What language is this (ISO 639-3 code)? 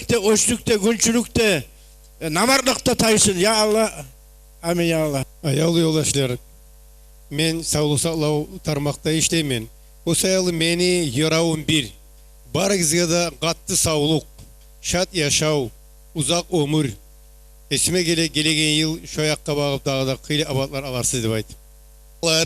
kum